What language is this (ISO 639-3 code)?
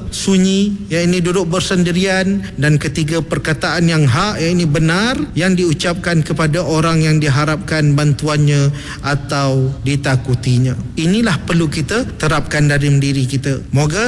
msa